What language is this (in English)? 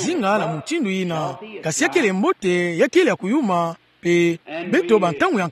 Kituba (Democratic Republic of Congo)